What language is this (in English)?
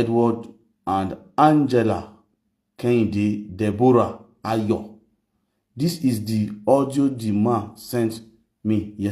Nigerian Pidgin